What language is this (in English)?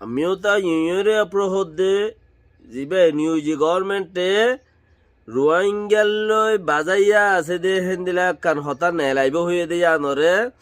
Rohingya